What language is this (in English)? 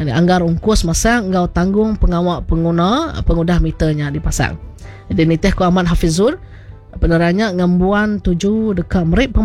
Iban